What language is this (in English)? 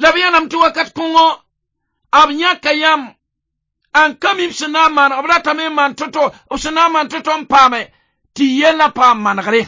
Mossi